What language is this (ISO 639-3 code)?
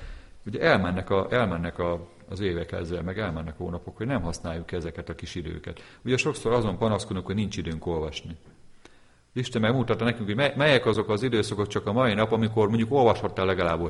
hun